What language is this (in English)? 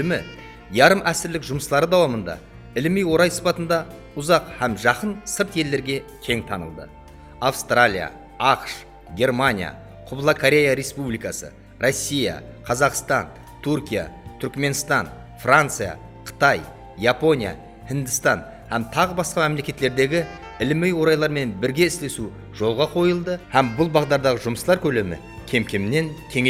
Kara-Kalpak